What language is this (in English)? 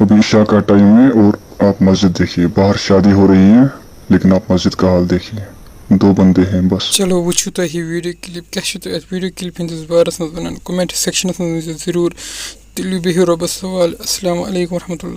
Kashmiri